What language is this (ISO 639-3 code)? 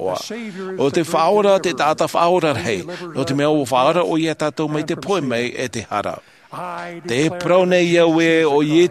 tah